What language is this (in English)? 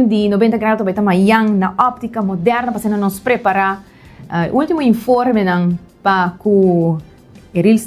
Papiamento